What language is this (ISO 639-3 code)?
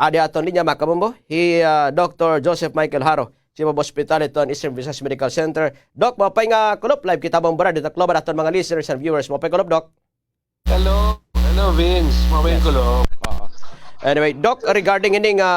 war